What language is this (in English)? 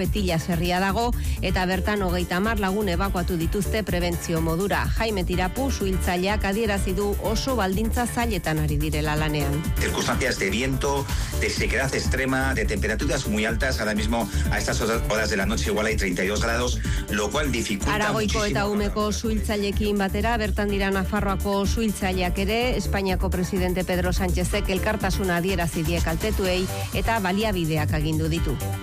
Basque